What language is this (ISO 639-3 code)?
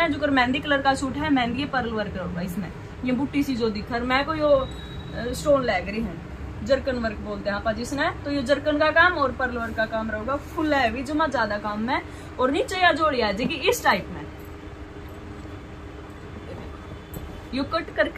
hin